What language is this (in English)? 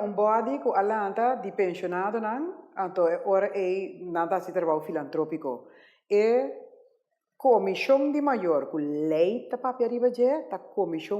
Papiamento